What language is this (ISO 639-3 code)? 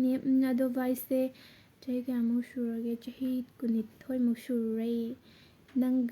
mni